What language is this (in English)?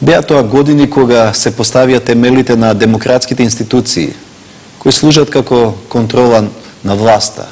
Macedonian